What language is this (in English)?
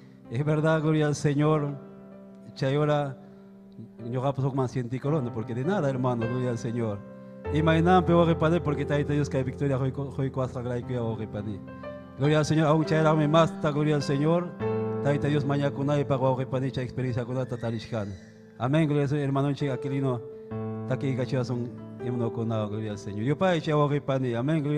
Ayacucho Quechua